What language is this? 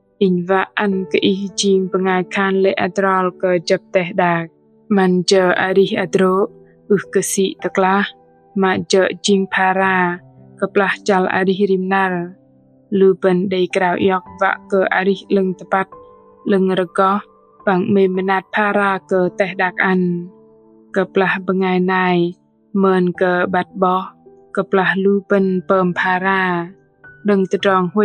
Bahnar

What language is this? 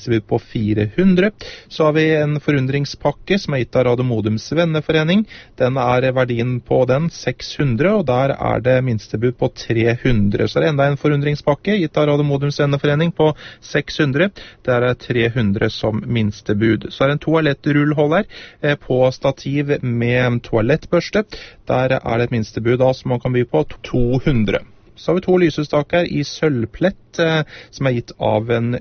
Norwegian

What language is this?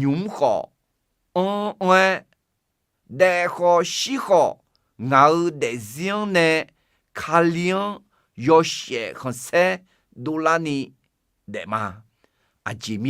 Akha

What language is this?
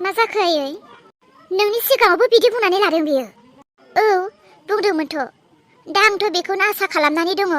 Bodo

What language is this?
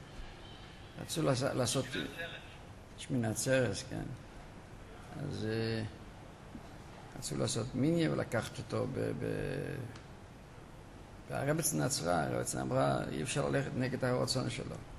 Hebrew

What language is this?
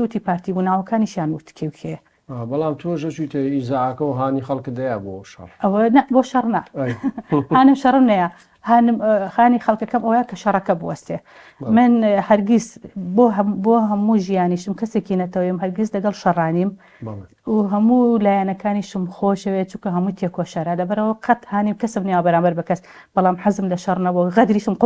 Central Kurdish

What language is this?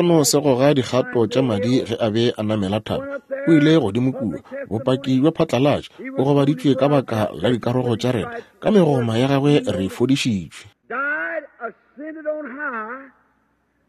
Northern Sotho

